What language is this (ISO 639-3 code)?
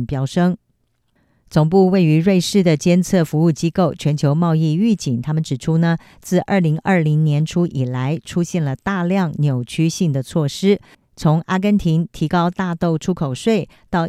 zho